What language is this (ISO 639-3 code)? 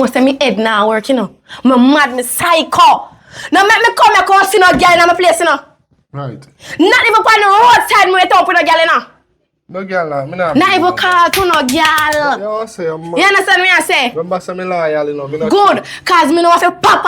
jam